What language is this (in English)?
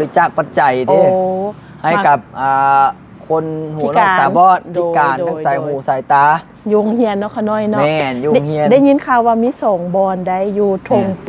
Lao